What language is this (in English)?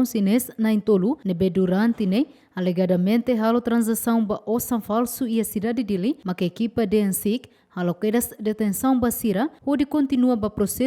Tetum